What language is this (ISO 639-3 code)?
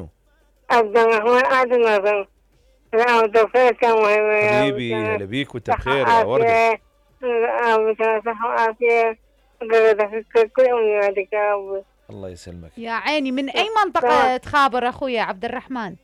acm